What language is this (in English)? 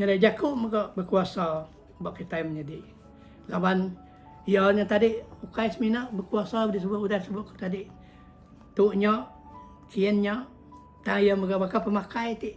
Iban